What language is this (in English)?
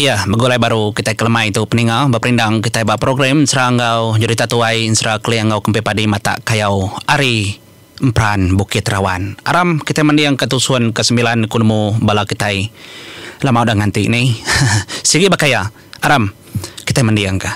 Iban